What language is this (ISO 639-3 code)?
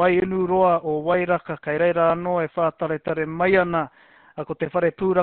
mri